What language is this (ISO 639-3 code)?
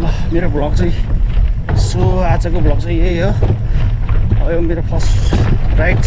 nep